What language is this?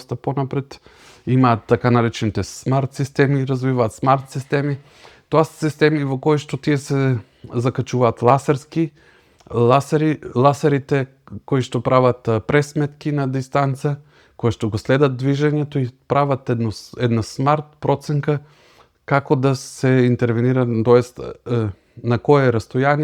Macedonian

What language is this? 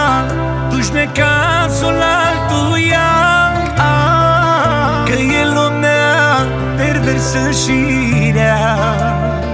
Romanian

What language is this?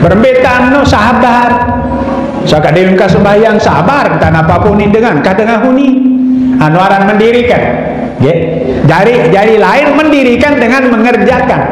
Sasak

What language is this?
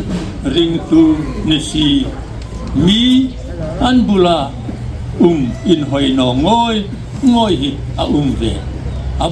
Hmar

